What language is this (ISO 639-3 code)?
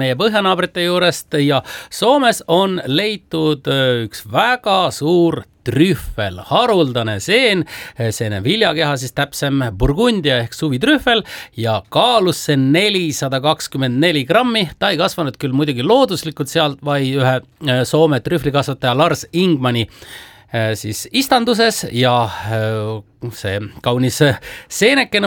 est